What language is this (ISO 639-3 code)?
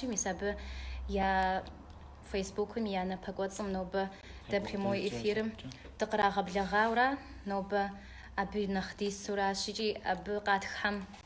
kbd